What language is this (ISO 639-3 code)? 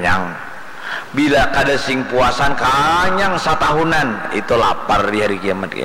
bjn